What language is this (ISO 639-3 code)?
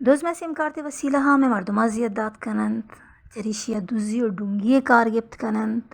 bal